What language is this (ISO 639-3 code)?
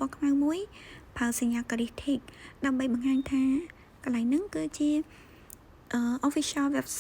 khm